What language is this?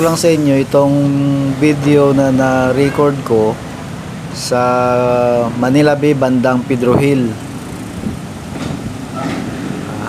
Filipino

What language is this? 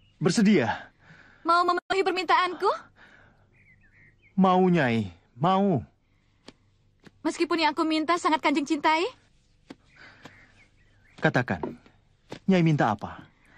Indonesian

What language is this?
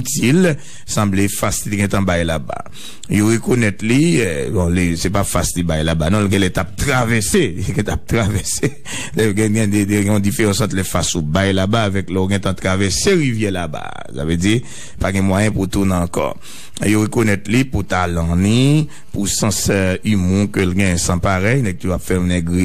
Haitian Creole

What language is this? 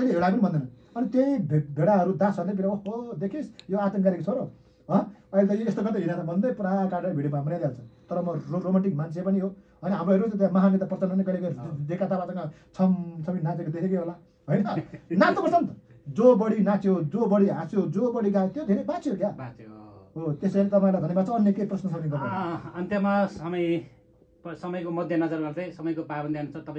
Nepali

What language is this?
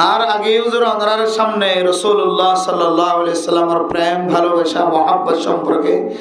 Rohingya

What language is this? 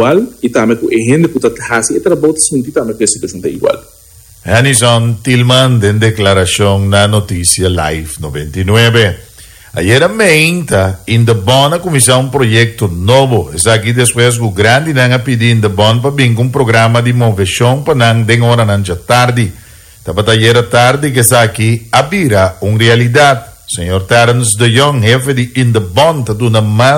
Papiamento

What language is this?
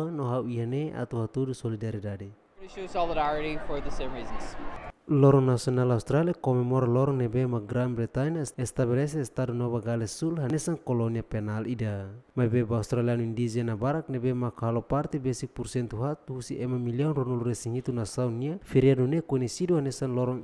Tetum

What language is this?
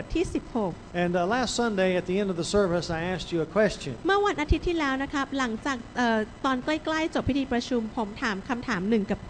Thai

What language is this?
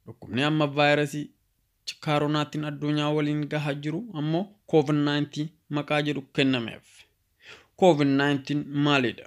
Oromo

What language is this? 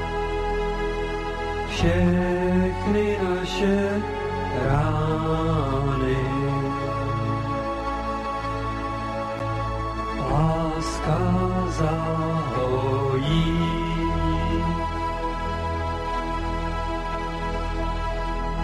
Czech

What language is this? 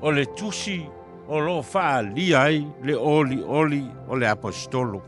Samoan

